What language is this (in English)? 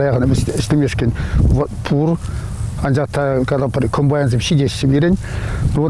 Chuvash